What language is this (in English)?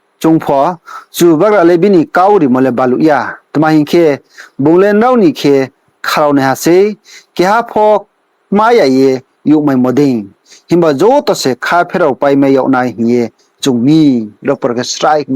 Riang (India)